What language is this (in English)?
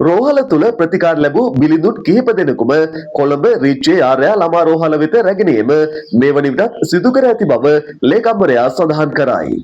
Sinhala